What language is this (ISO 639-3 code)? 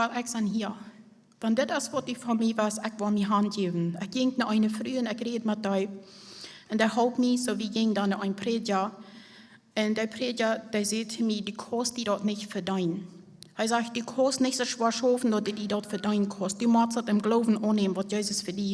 pdt